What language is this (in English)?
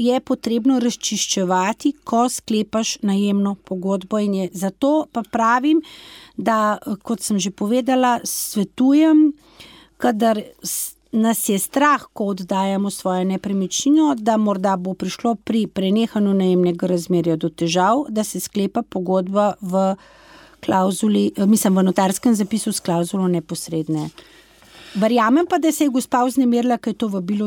Slovenian